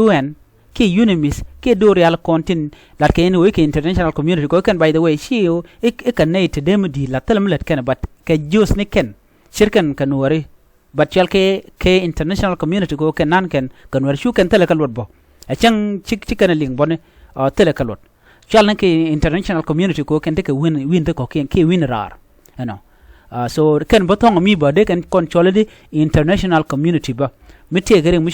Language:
Nuer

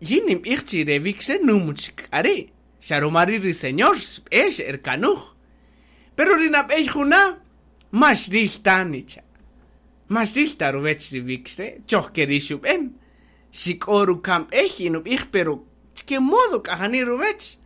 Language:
Kaqchikel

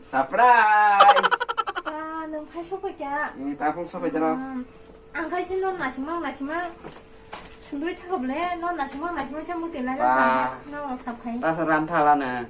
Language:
Kok Borok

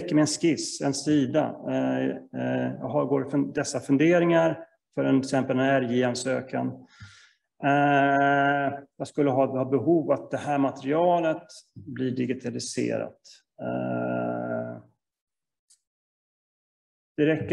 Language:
Swedish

